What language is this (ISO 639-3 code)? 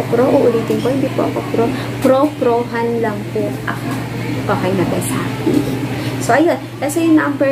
fil